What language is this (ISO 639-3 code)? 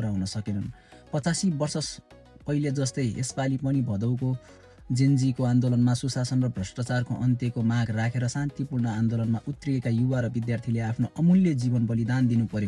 nep